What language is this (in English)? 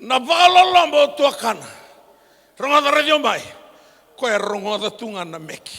Fijian